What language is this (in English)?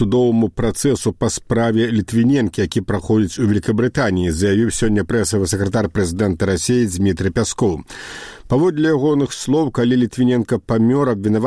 Belarusian